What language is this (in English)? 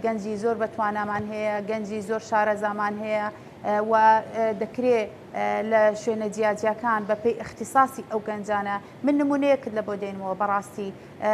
Central Kurdish